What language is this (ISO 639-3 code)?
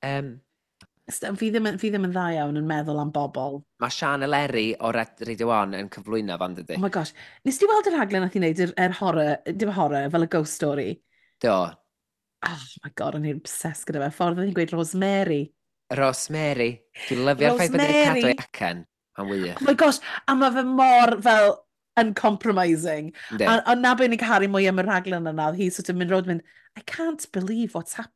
cym